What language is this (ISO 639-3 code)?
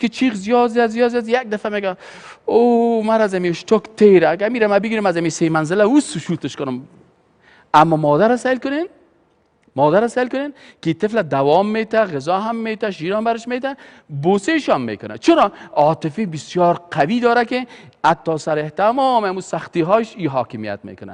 fas